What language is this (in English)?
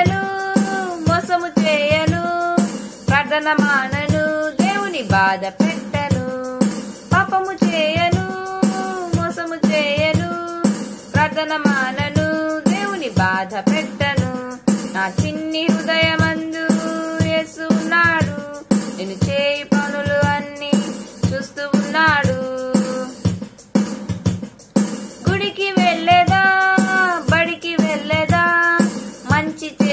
Telugu